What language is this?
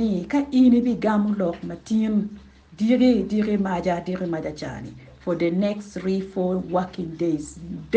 Acoli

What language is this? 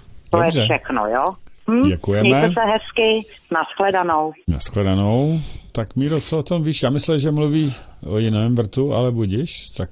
Czech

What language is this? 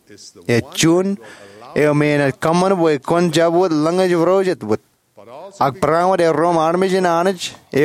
Marshallese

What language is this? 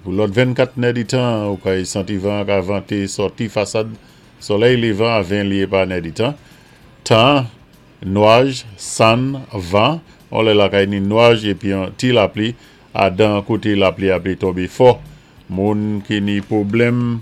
Saint Lucian Creole French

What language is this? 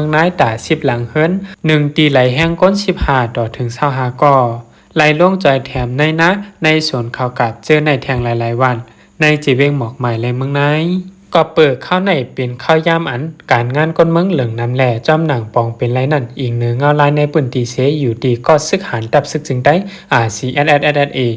Shan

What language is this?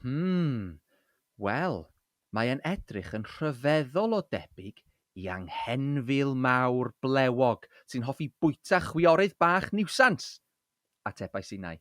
Welsh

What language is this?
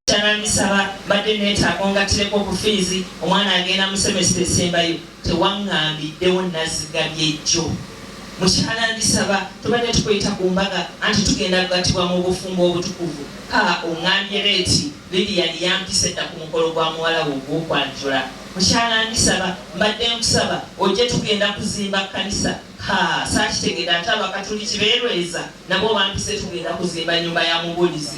Ganda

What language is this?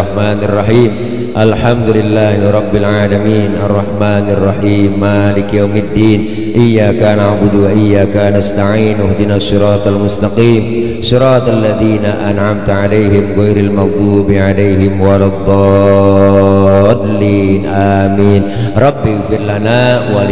Betawi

